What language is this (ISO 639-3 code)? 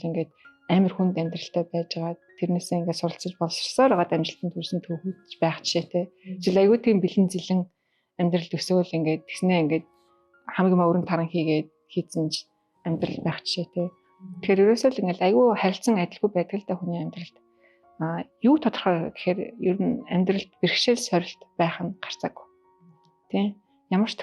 mon